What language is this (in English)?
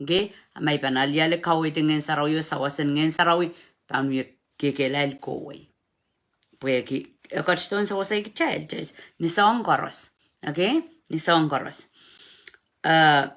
Pohnpeian